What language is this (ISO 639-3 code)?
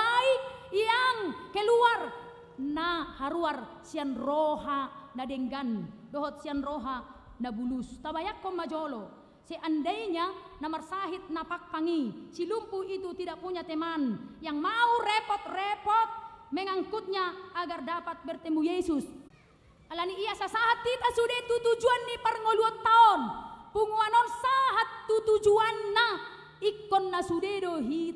bbc